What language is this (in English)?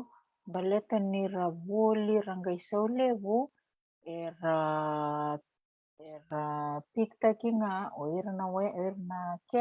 Fijian